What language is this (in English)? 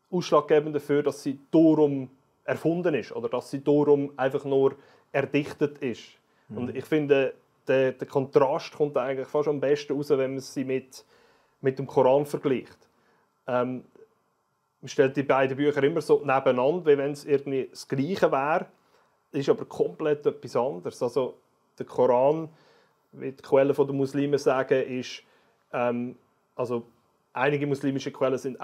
Swiss German